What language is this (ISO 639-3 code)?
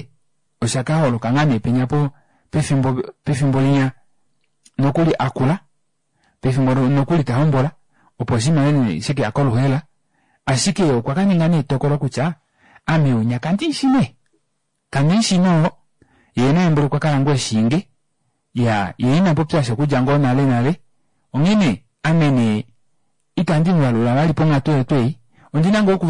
kua